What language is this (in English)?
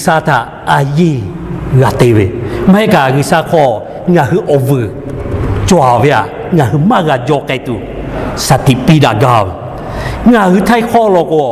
Lahu